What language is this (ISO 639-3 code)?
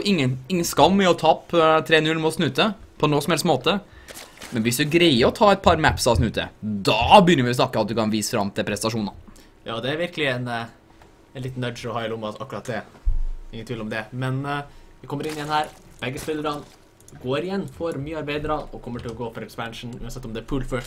nor